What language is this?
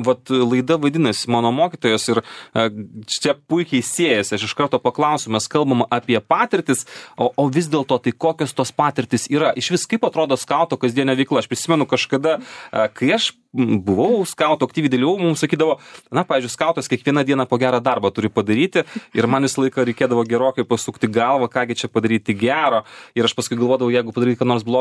Lithuanian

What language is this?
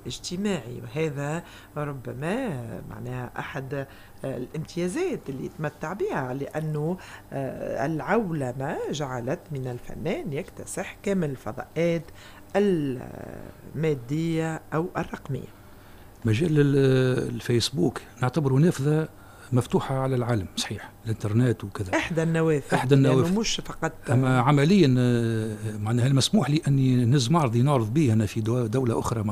Tunisian Arabic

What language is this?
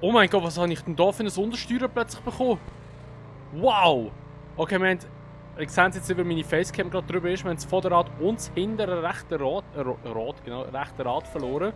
Swiss German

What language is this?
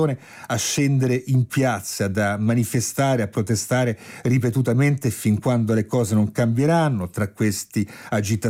Italian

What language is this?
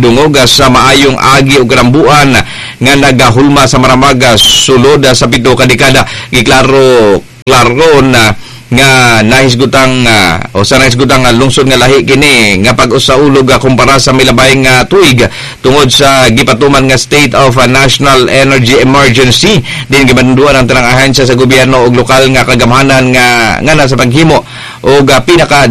Cebuano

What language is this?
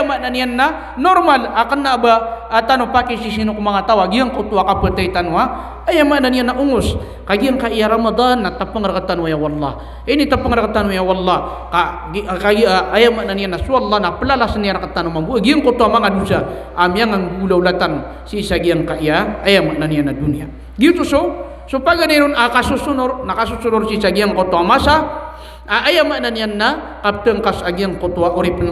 Maranao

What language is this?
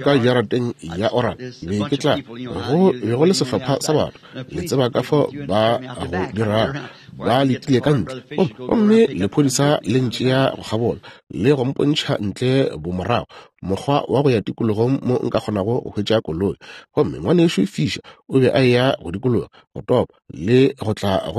Northern Sotho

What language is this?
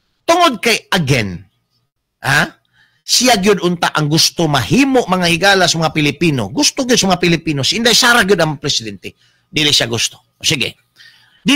Cebuano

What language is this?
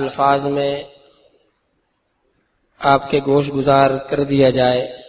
Urdu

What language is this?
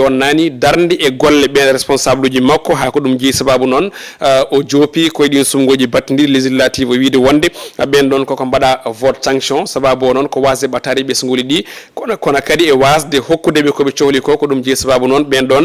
Fula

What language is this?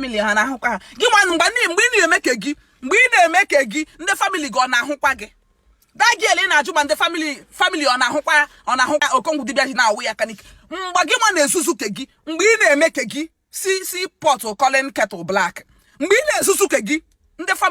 Igbo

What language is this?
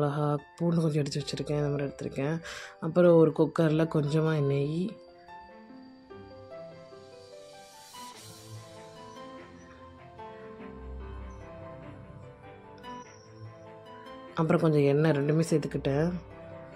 Tamil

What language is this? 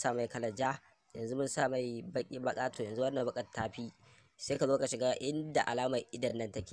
Hausa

